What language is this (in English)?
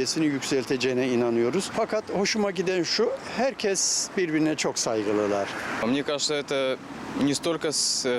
Gagauz